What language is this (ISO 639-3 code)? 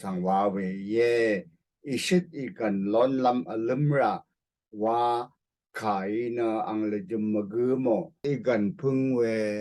raw